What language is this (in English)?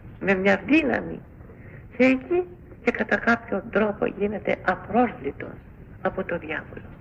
Greek